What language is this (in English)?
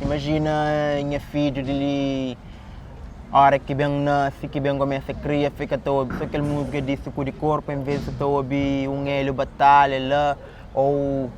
Kabuverdianu